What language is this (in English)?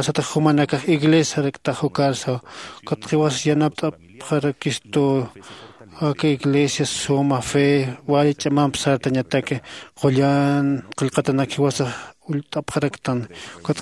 Aymara